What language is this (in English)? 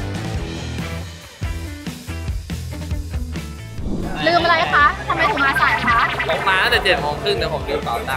Thai